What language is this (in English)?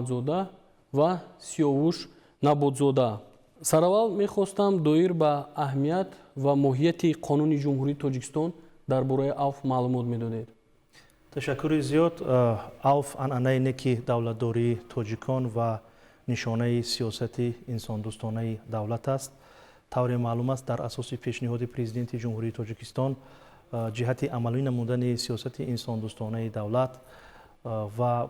Tajik